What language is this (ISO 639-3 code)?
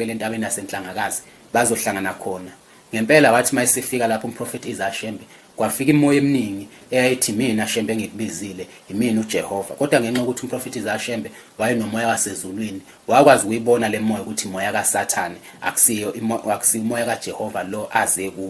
zul